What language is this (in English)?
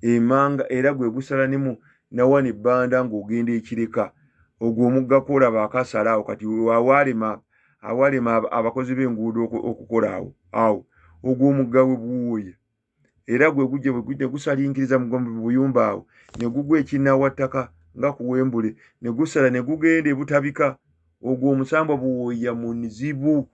Ganda